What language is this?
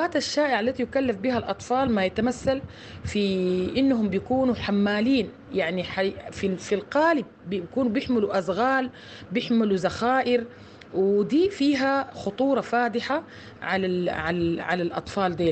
Sudanese Arabic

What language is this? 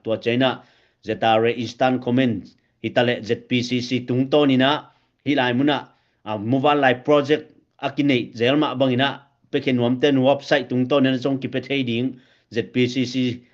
Tedim Chin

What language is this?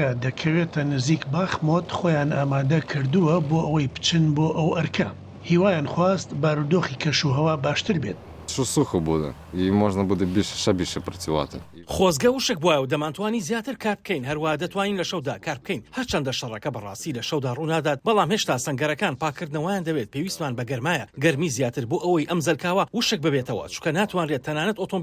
Central Kurdish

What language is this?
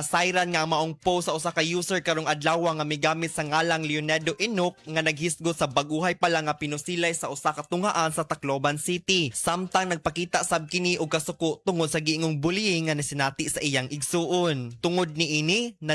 Cebuano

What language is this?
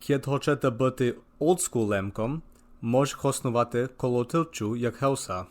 Rusyn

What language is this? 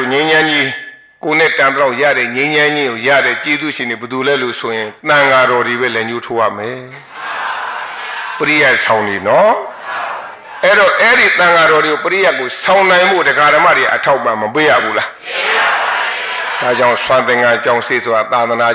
Burmese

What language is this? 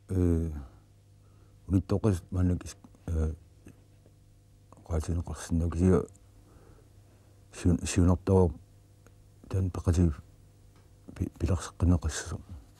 Kalaallisut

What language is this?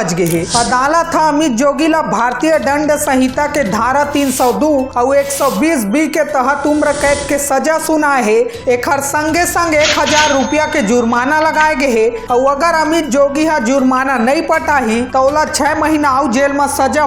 Chhattisgarhi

